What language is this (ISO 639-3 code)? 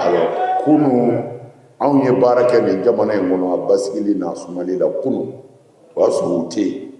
bam